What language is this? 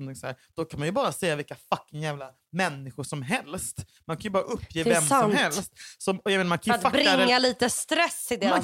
Swedish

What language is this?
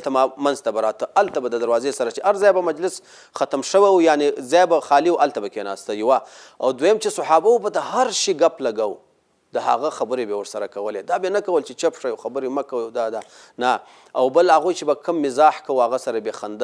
Pashto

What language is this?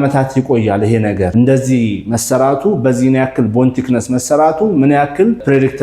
Amharic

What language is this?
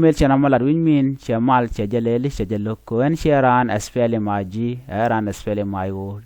Nuer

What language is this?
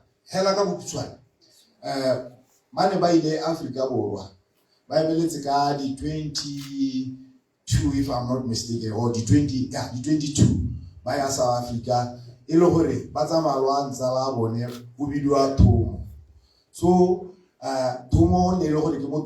Tswana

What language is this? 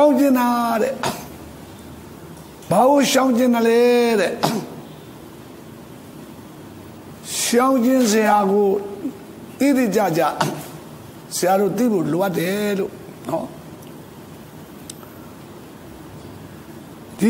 Burmese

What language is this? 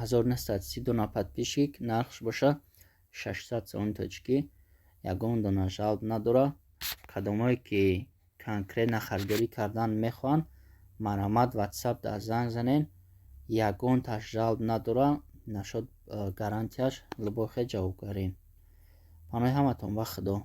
Tajik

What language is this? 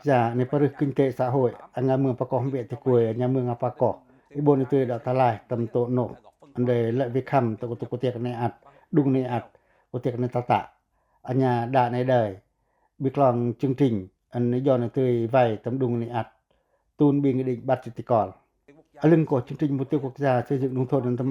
Pacoh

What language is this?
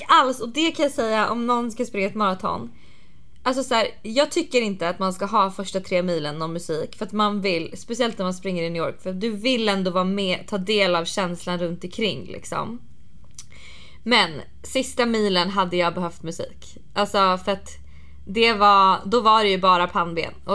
Swedish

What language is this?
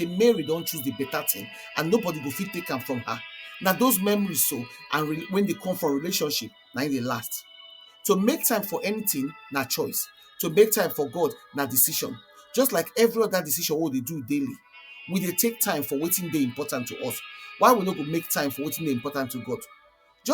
Nigerian Pidgin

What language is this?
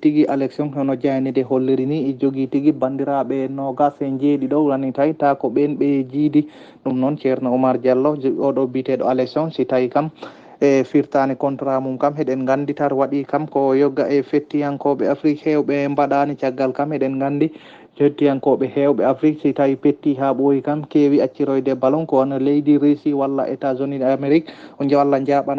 Fula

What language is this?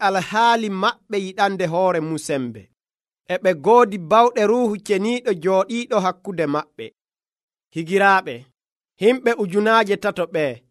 Nigerian Fulfulde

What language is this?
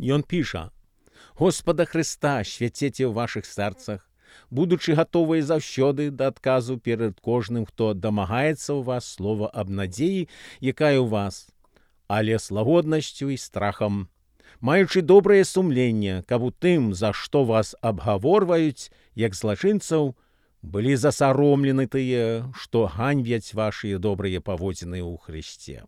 Belarusian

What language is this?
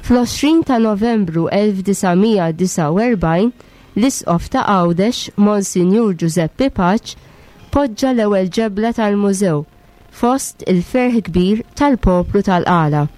Maltese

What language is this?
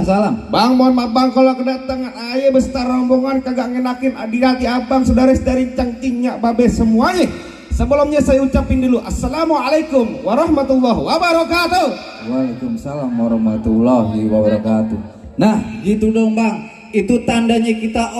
Betawi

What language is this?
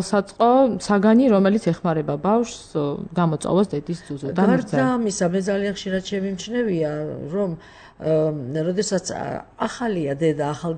Georgian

